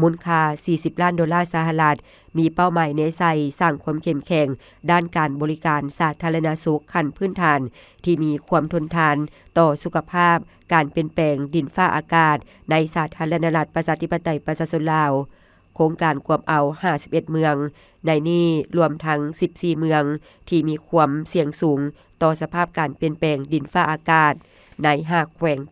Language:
Lao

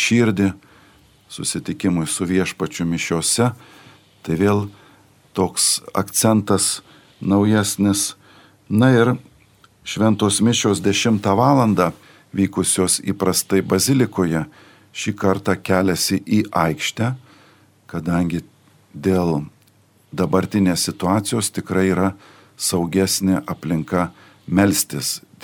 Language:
Lithuanian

